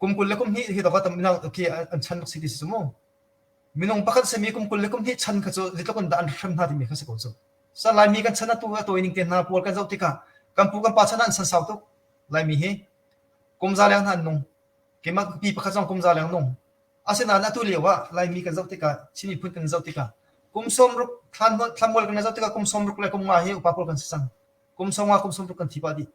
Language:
Hakha Chin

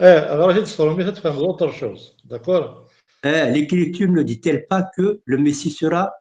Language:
Kabyle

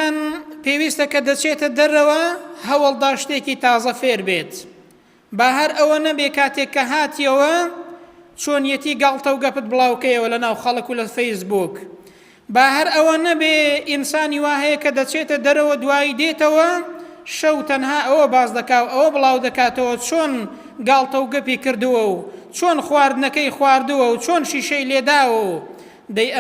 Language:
Central Kurdish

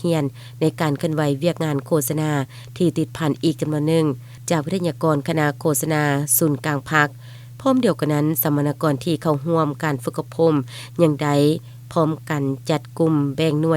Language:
Lao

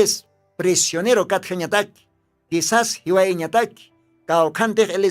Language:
Aymara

